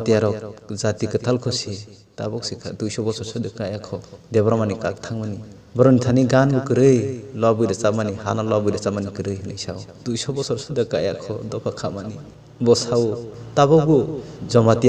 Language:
Kok Borok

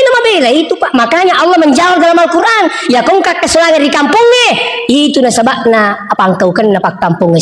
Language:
Buginese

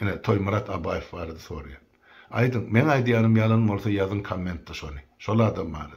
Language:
Turkmen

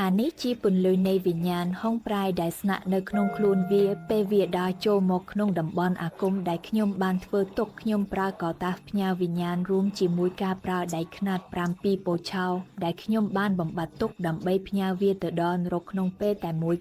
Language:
Khmer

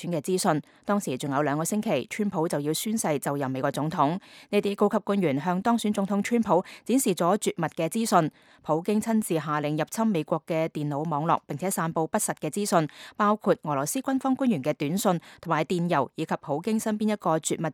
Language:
Cantonese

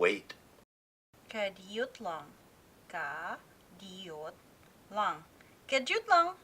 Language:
Cebuano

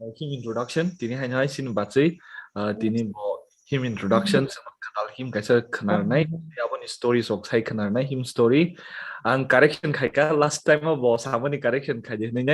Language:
Kok Borok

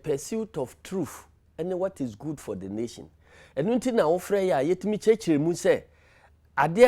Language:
Akan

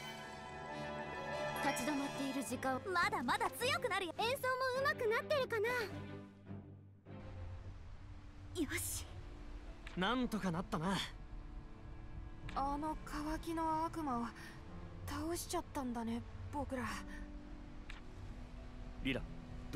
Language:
Japanese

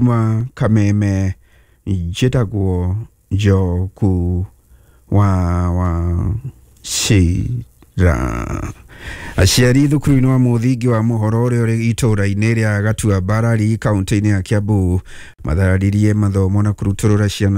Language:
Kikuyu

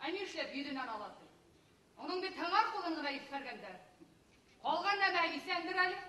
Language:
Bashkir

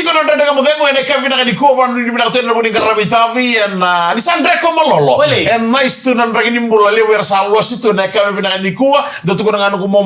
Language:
Fijian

